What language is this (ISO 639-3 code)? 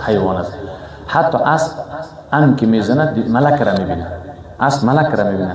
fas